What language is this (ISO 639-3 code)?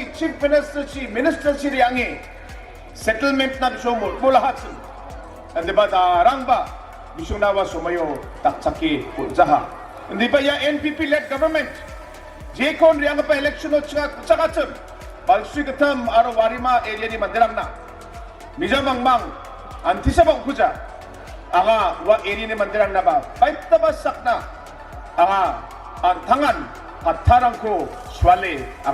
grt